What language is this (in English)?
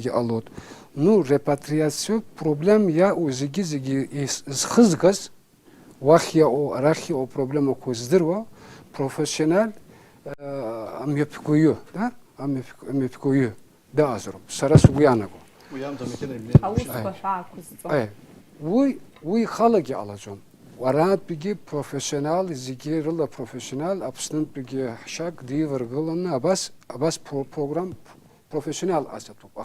Abkhazian